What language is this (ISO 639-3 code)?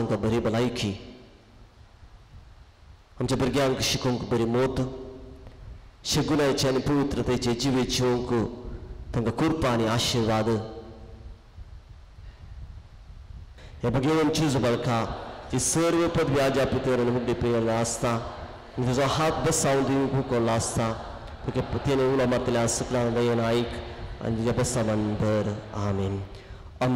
kok